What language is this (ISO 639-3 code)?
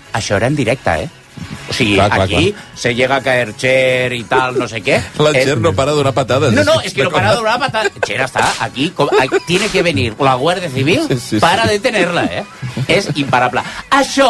cat